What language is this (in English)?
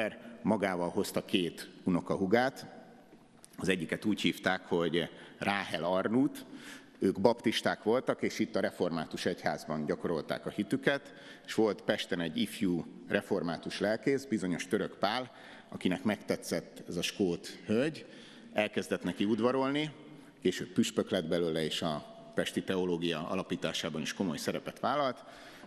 Hungarian